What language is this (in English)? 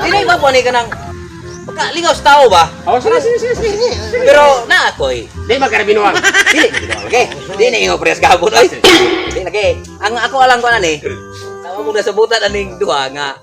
Cebuano